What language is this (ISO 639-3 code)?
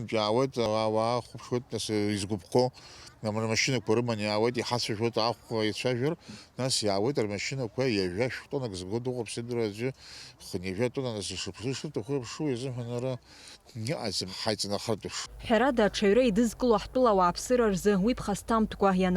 abk